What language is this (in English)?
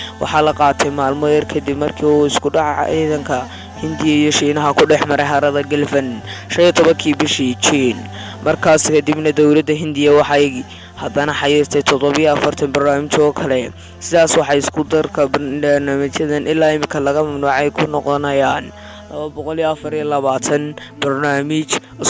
Somali